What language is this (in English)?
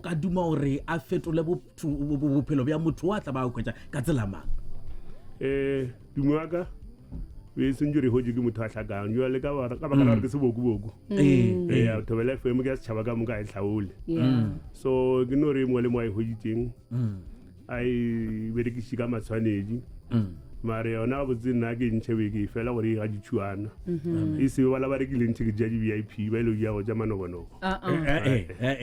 Northern Sotho